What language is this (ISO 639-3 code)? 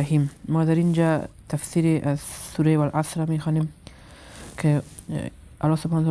fas